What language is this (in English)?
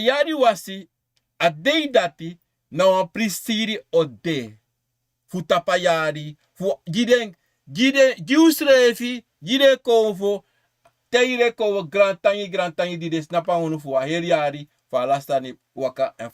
Sranan Tongo